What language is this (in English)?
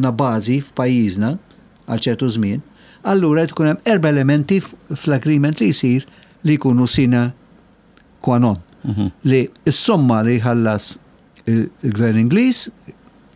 Maltese